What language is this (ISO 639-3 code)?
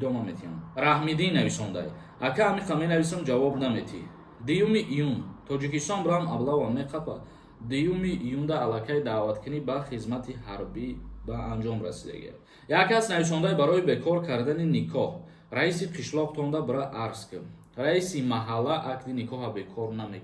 tgk